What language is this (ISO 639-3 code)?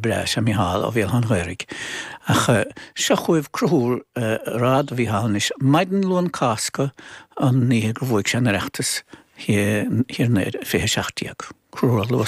gle